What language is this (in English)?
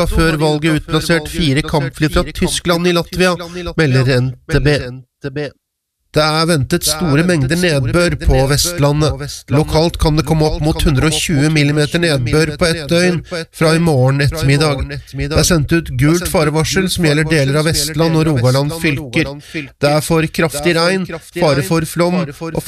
Norwegian